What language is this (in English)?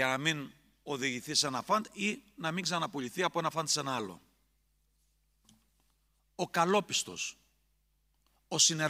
Greek